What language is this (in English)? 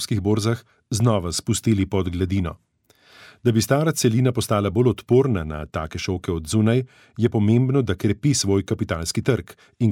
Slovenian